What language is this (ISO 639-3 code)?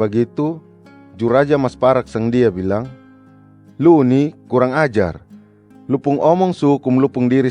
mkn